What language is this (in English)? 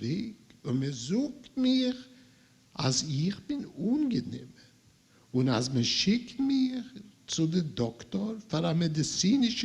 Yiddish